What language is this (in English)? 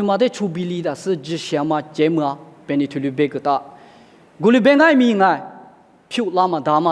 Lisu